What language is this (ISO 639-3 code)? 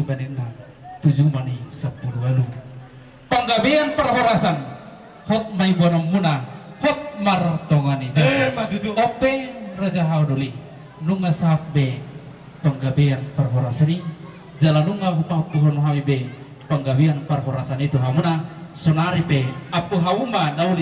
bbc